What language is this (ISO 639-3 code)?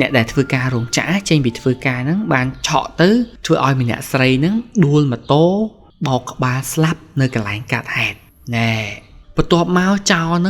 khm